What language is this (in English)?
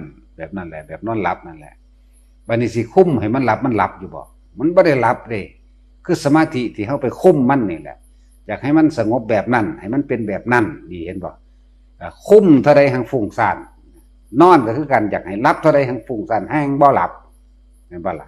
Northeastern Thai